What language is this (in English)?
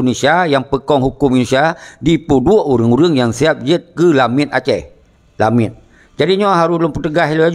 Achinese